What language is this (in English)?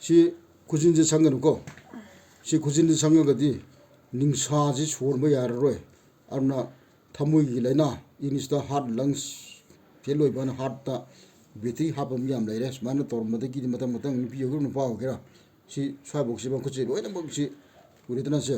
Manipuri